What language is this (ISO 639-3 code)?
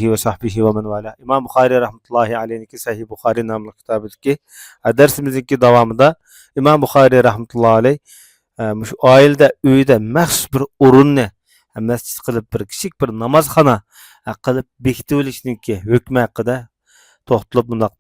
uig